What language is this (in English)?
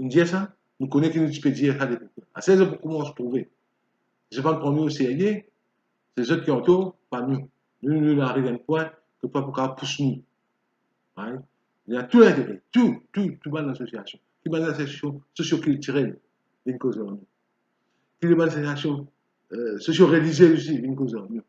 Morisyen